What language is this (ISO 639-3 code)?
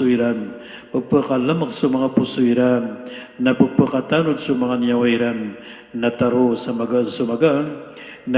mrw